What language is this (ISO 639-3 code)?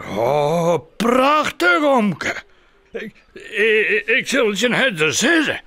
fry